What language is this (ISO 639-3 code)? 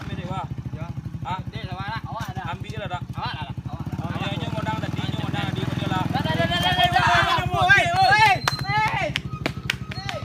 min